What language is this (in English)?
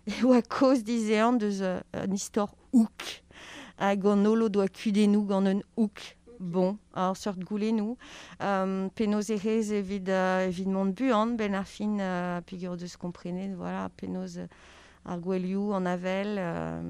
Breton